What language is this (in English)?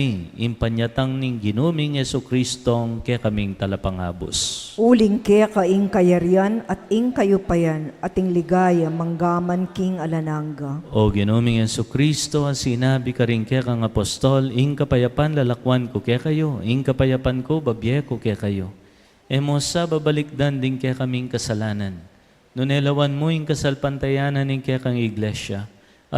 Pampanga